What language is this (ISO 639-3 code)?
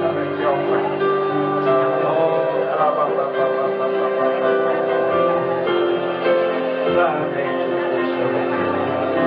zho